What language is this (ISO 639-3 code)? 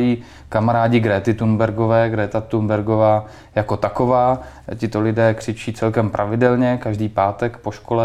ces